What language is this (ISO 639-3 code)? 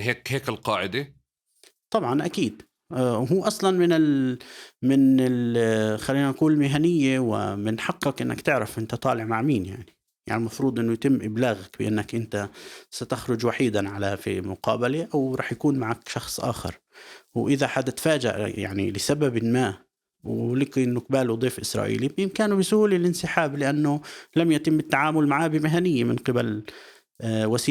apc